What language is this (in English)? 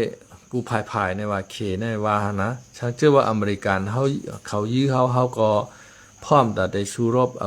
Shan